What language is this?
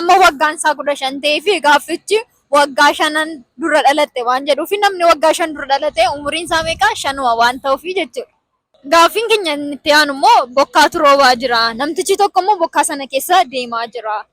Oromo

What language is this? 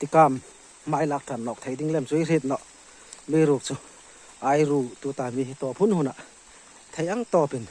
Hmar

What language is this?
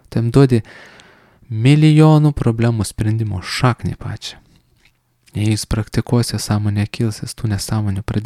Lithuanian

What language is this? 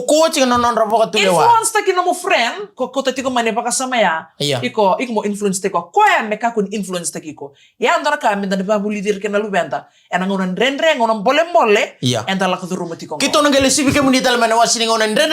Fijian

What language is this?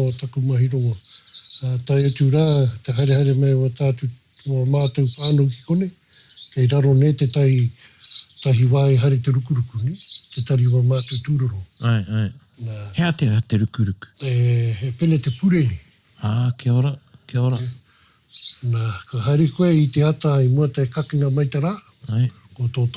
Māori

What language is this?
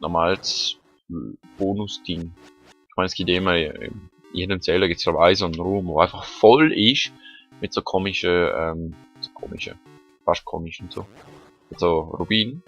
Swiss German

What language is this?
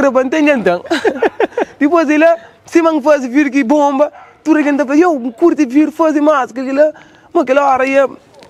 Kabuverdianu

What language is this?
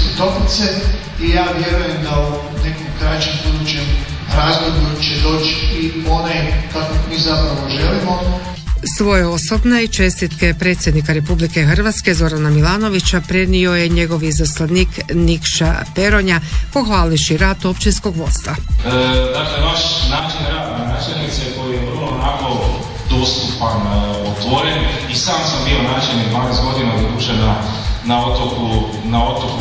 Croatian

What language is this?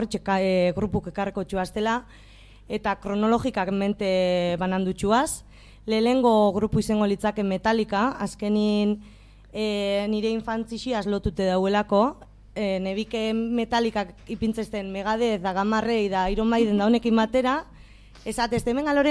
Basque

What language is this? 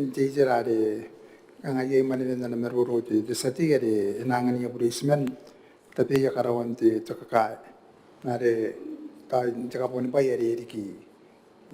Gilbertese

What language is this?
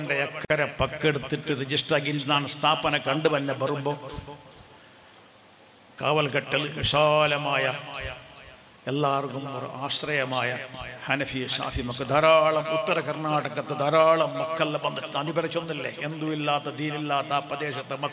Malayalam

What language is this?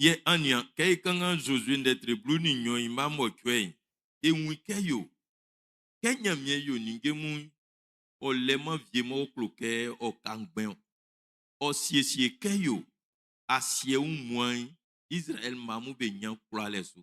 Baoulé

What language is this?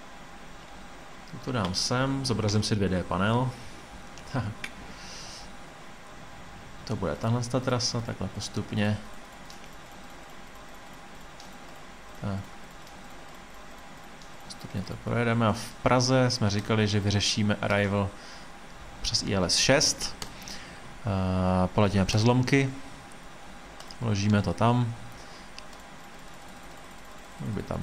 Czech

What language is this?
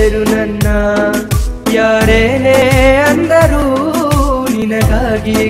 Kannada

